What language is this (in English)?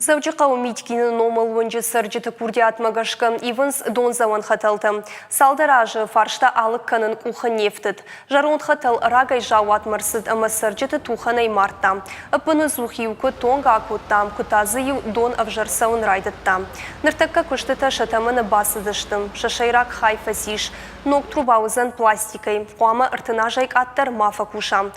Ossetic